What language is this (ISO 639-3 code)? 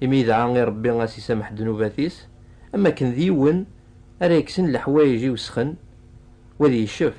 kab